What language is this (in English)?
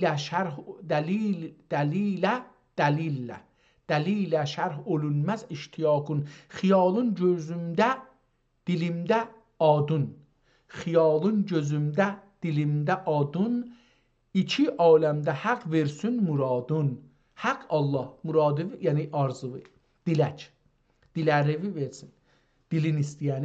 South Azerbaijani